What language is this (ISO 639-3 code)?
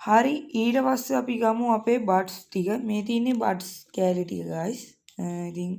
sin